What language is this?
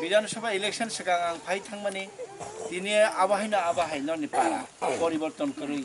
Kok Borok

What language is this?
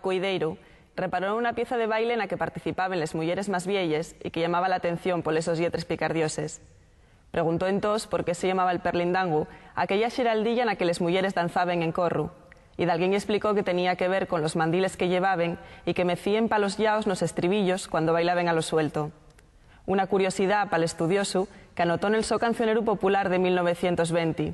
Asturian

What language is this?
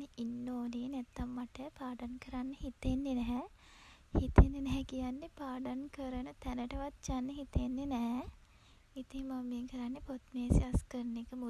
Sinhala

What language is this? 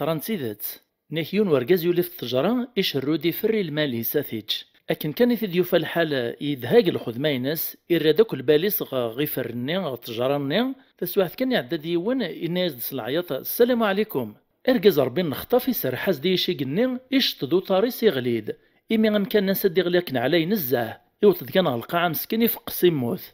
Kabyle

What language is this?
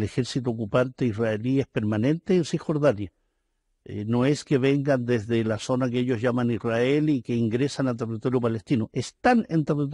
Spanish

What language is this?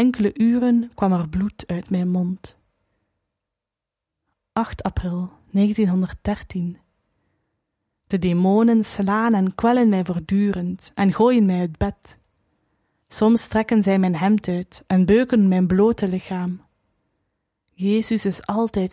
Dutch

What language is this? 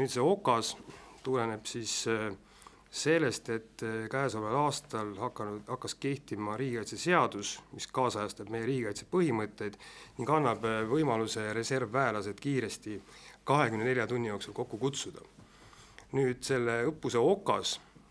Estonian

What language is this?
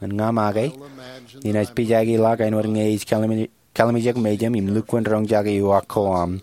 Marshallese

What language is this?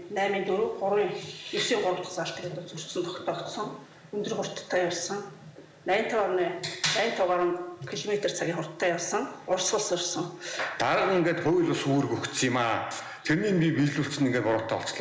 Mongolian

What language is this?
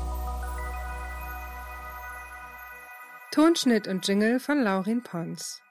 German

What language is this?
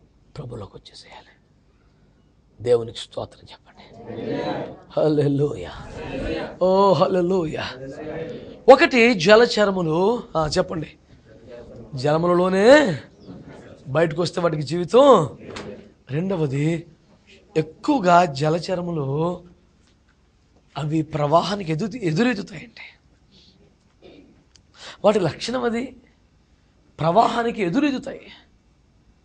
Telugu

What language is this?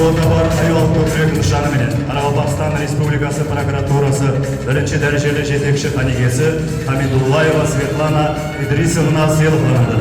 Kara-Kalpak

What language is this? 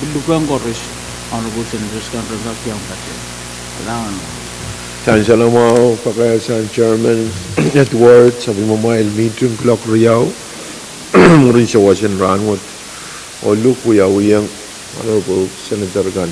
Pohnpeian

